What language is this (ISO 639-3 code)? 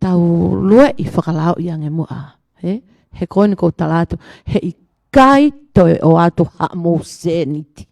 ton